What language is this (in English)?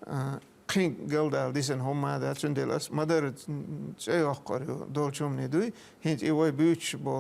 Chechen